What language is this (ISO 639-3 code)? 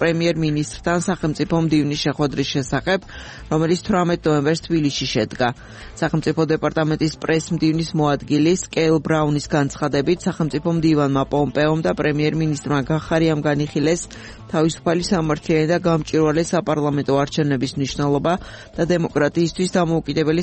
kat